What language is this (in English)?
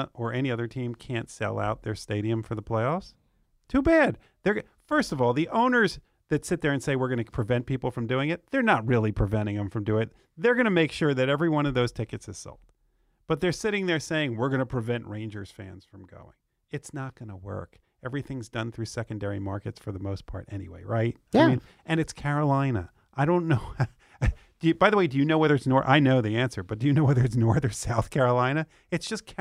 English